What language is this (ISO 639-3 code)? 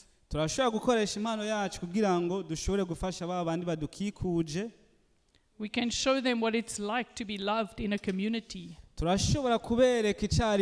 run